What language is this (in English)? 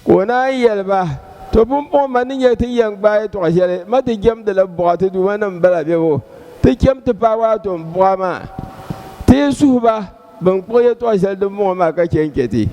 Dagbani